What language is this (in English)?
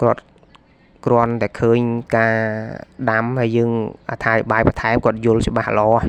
Khmer